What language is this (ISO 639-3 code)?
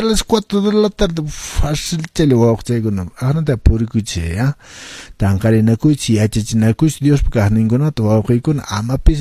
que